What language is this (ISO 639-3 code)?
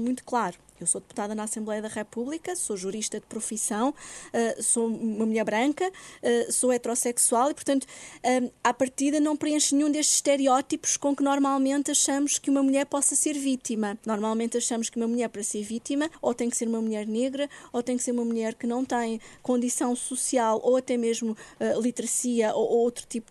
por